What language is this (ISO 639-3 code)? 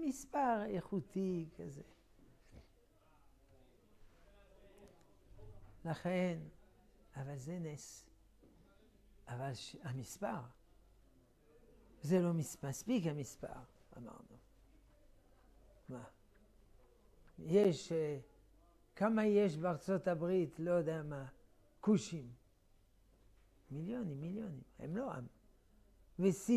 heb